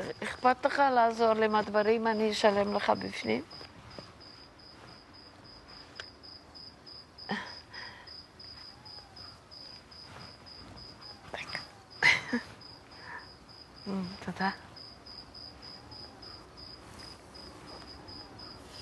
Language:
Hebrew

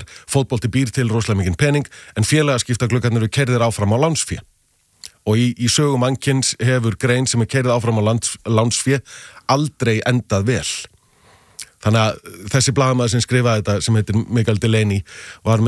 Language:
Icelandic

